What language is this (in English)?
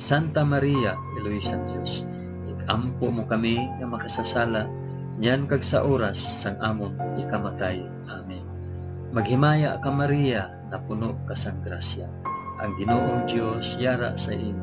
Hiligaynon